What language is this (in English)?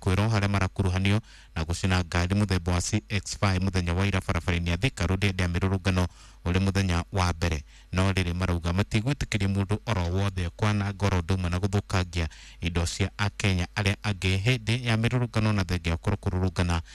Kikuyu